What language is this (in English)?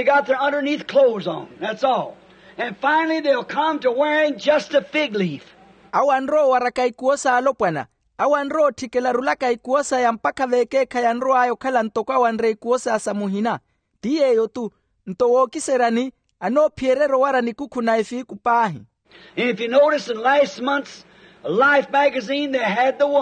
Makhuwa